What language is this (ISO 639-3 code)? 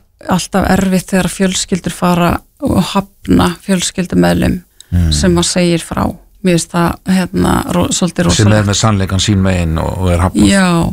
isl